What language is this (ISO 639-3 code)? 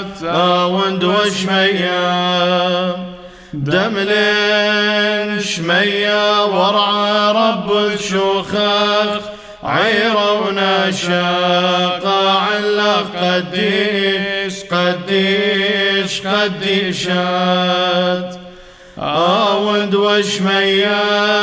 syc